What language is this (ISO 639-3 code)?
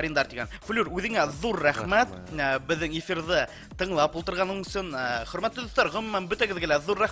bak